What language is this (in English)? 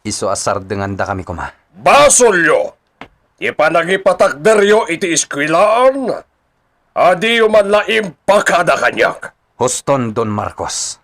Iloko